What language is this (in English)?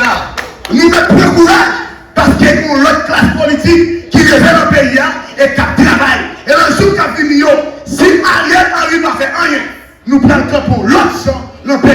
Haitian Creole